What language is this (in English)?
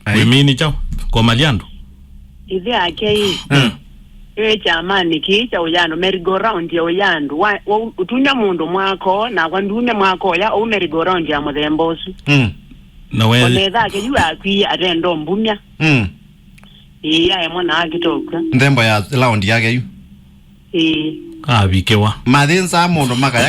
Kamba